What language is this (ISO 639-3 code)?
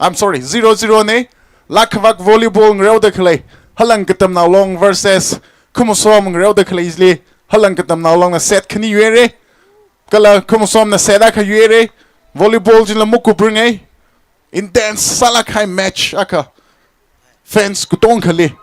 nmf